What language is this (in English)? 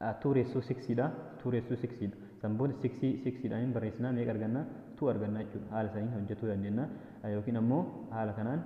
Oromo